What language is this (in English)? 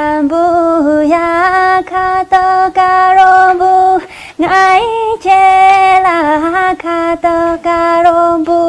Tibetan